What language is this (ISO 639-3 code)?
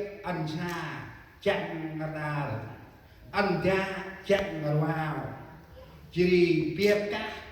cmo